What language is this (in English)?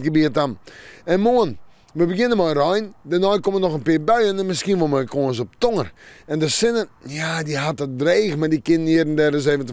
Western Frisian